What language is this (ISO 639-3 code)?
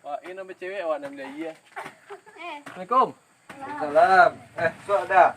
min